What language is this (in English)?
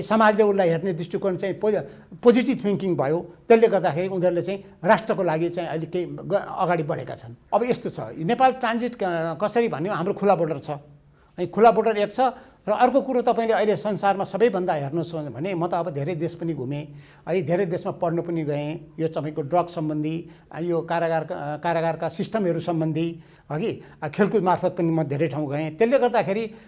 Nepali